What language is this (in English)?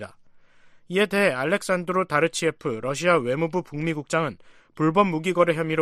Korean